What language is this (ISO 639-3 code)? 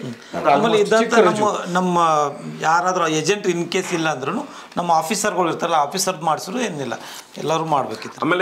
kan